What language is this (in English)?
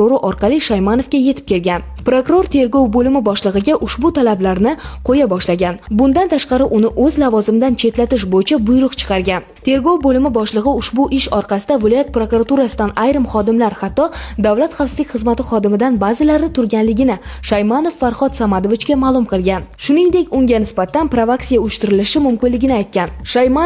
Uzbek